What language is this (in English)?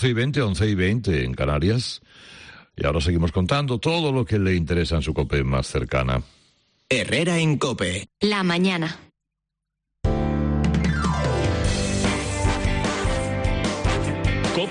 Spanish